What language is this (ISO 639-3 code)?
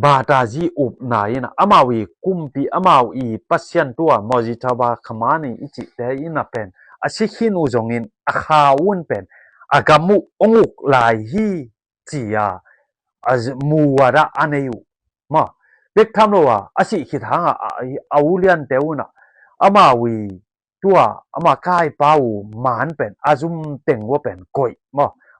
ctd